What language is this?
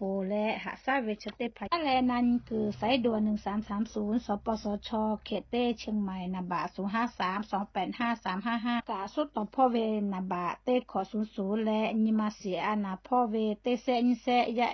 Lahu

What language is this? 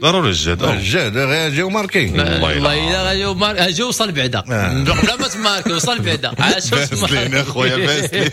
Moroccan Arabic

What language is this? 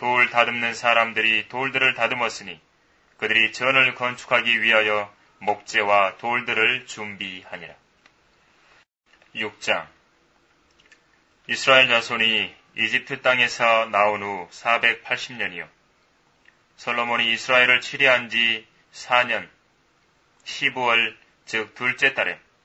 Korean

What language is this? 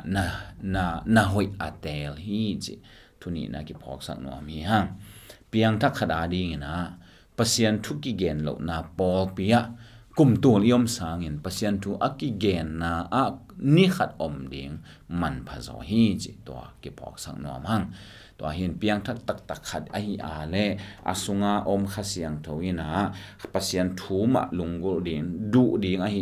Tedim Chin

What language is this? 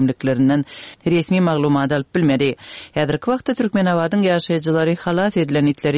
Turkmen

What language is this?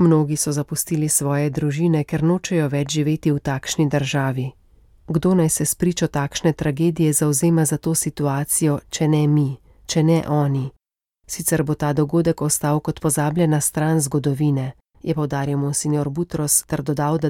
Slovenian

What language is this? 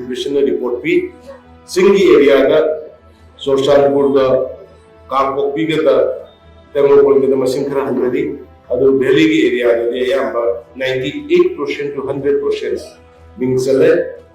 Manipuri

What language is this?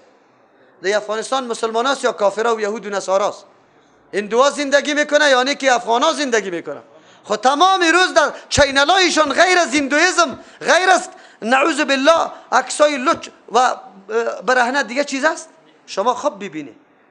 Persian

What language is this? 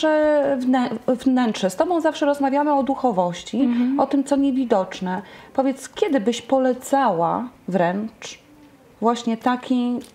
Polish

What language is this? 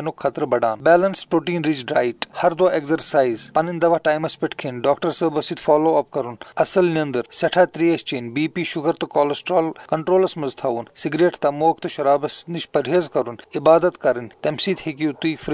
Kashmiri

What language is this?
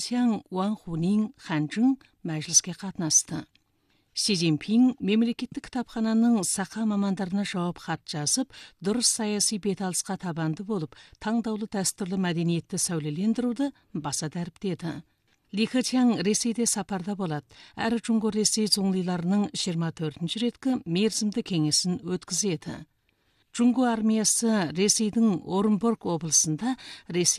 Kazakh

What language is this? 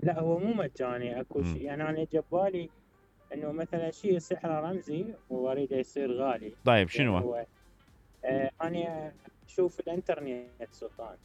Mesopotamian Arabic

